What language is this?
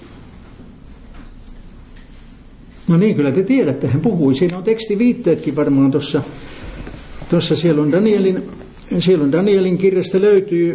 Finnish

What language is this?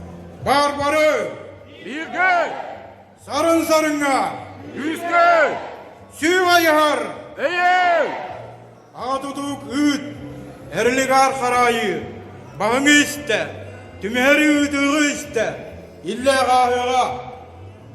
Yakut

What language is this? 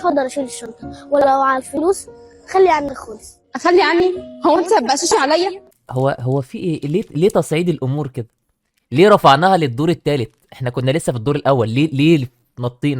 Egyptian Arabic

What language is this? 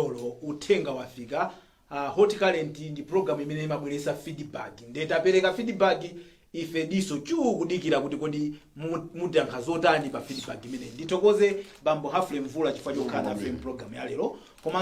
Nyanja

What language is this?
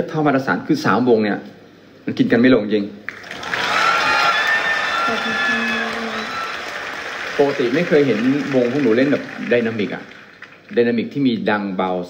Thai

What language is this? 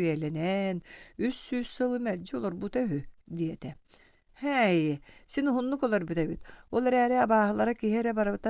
Yakut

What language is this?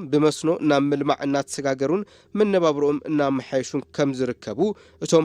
Tigrinya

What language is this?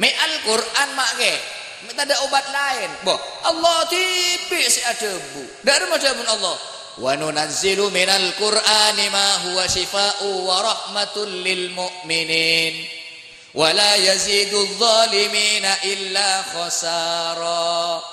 Madurese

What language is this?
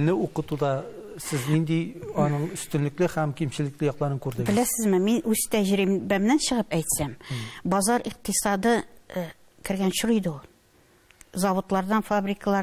Tatar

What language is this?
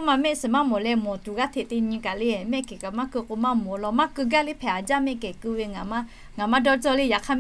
Lahu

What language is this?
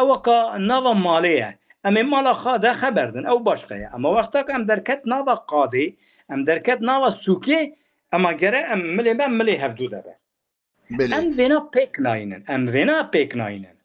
Kurdish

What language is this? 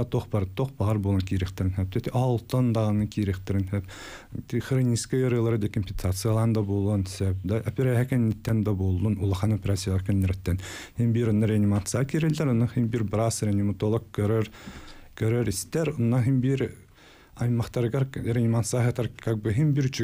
Yakut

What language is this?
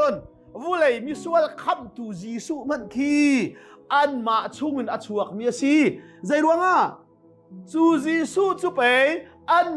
Hakha Chin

